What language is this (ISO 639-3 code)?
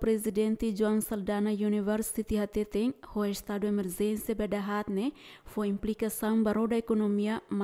tet